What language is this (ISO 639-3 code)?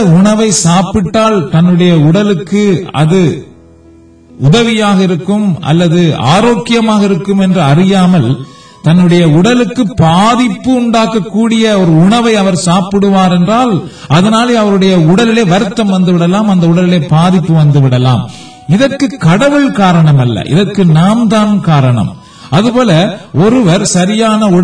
tam